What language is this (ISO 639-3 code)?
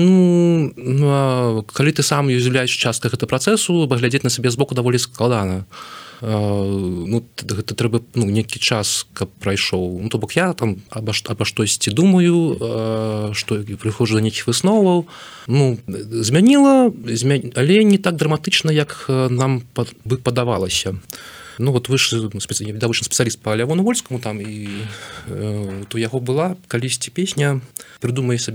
bel